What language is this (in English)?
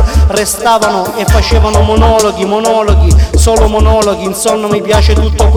Italian